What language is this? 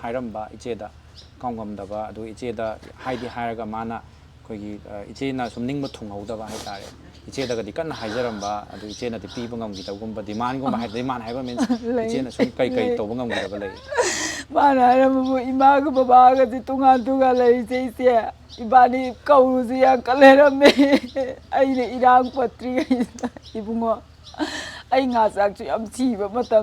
Manipuri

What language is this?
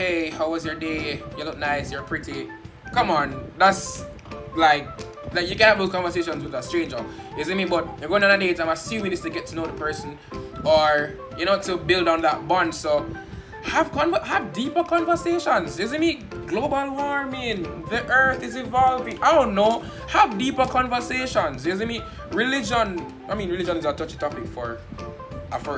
Jamaican Creole English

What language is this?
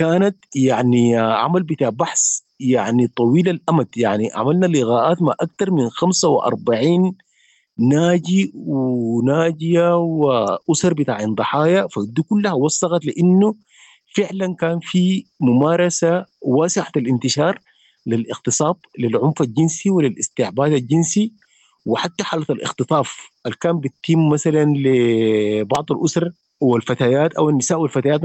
Sudanese Arabic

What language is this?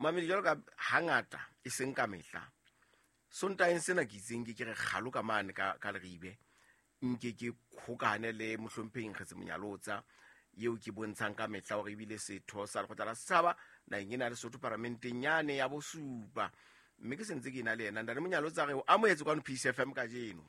Southern Sotho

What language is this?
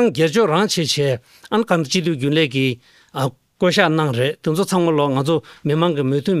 Tibetan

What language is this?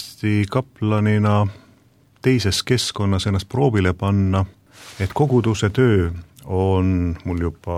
Estonian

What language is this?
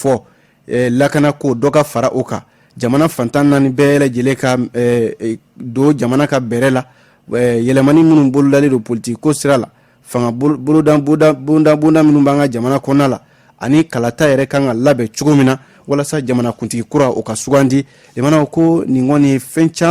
Bambara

